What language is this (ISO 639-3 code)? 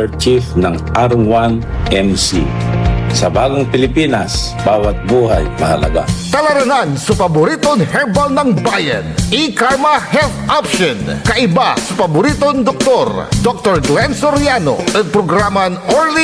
pag